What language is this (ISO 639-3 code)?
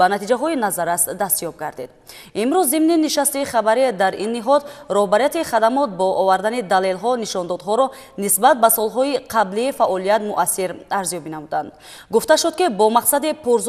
tgk